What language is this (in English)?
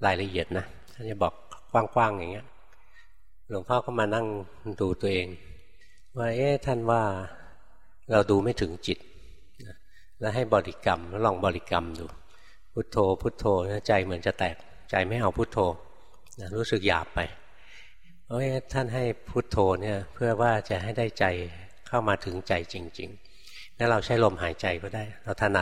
Thai